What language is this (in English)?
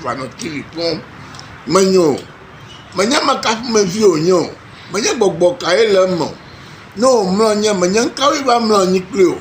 Ewe